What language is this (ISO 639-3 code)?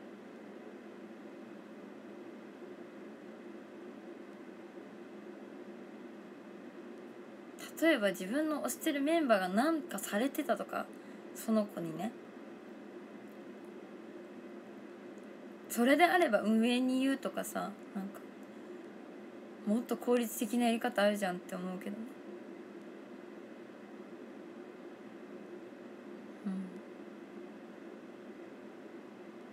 jpn